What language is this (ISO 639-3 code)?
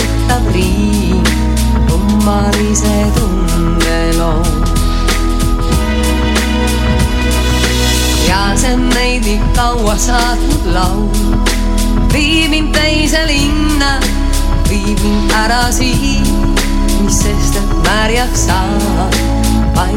est